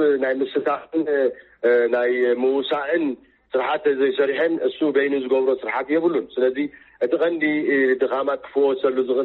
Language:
Tigrinya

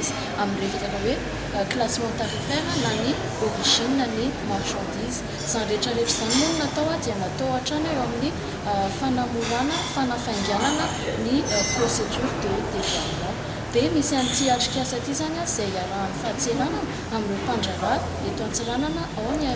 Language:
Malagasy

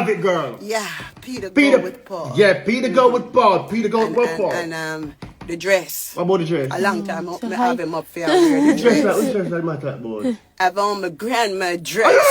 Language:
Jamaican Creole English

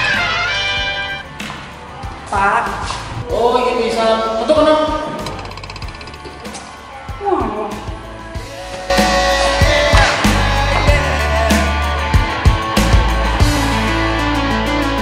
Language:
Javanese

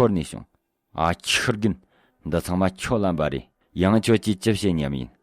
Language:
Tibetan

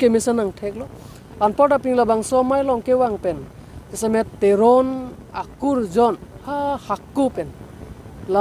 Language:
Karbi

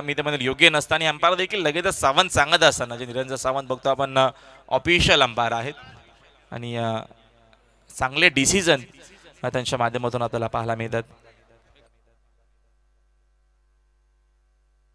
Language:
Marathi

